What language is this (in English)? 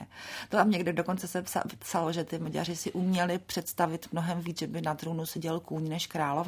Czech